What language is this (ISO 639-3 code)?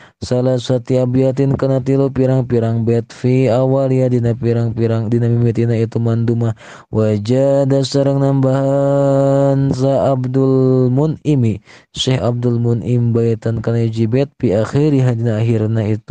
sun